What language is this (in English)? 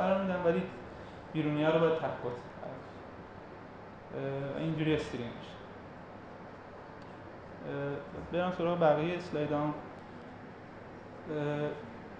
Persian